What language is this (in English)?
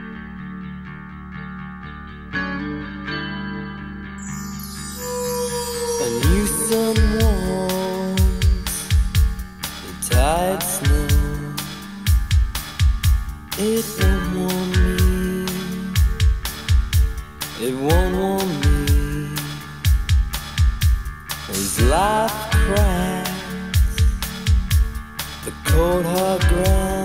English